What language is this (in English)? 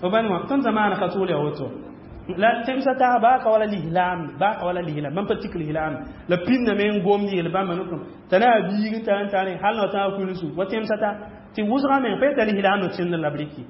Mossi